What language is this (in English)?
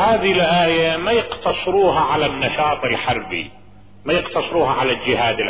Mesopotamian Arabic